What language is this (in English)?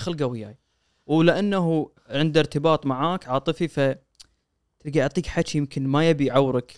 Gulf Arabic